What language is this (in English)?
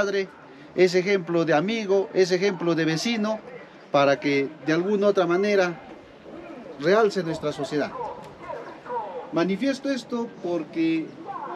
Spanish